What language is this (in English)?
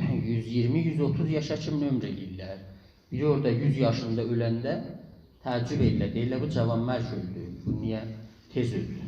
South Azerbaijani